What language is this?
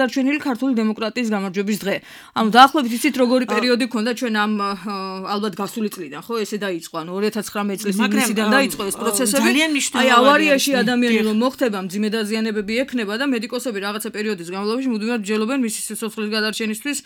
Georgian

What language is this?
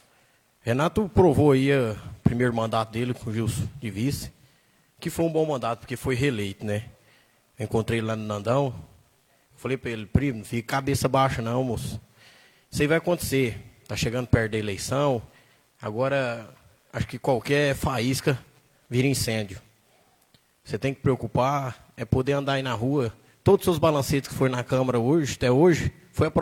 Portuguese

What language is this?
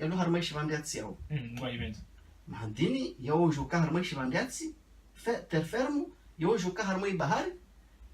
Ngazidja Comorian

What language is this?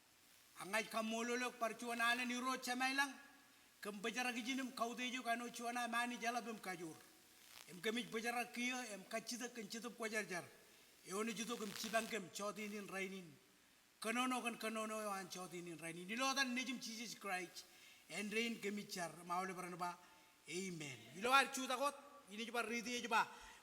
Marshallese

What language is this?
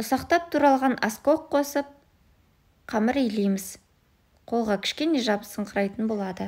Kazakh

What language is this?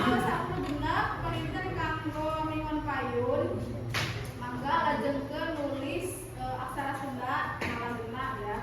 Sundanese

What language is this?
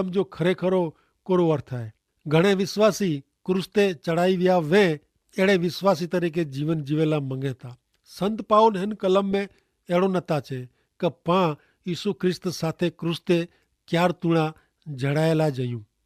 Kachhi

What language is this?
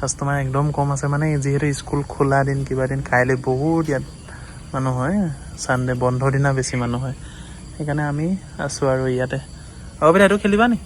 Assamese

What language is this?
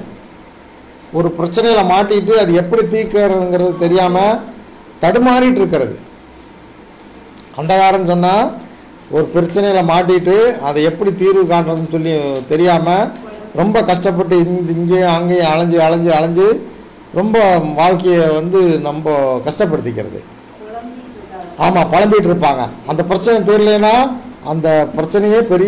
Tamil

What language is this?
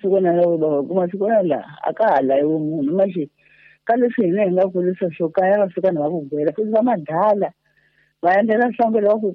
Tsonga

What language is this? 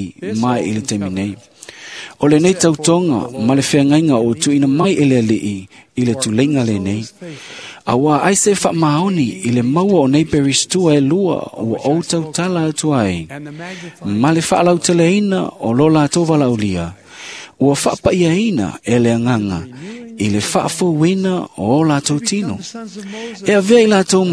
Samoan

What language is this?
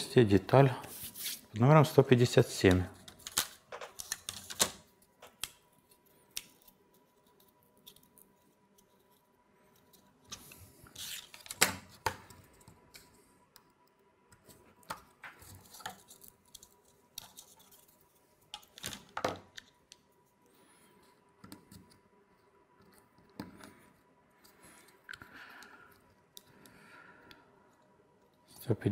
Russian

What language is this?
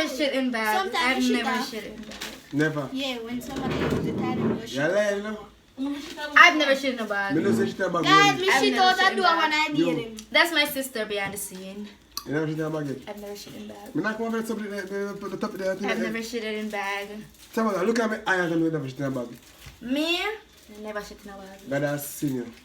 Jamaican Creole English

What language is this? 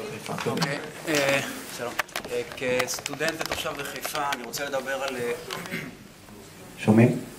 Hebrew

